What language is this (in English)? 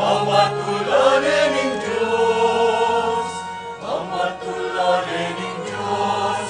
Pampanga